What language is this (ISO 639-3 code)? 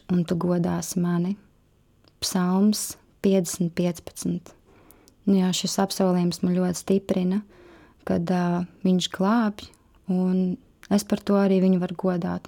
lav